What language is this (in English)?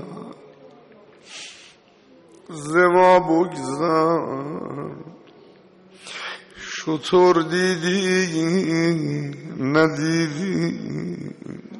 Persian